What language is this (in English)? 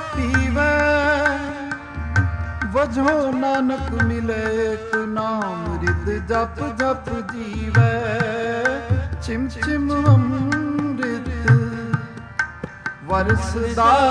Punjabi